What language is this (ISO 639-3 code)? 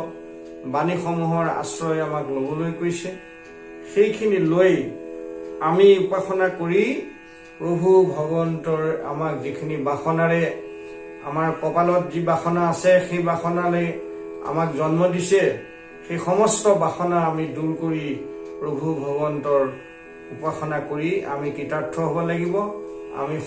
asm